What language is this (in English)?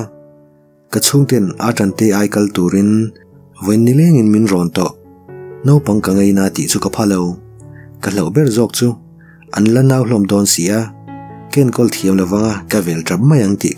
Mizo